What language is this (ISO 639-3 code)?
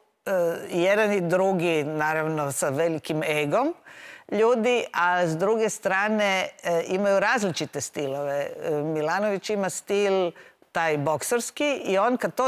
hrv